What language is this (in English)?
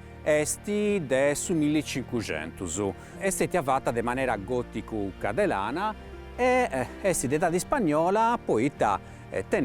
Sardinian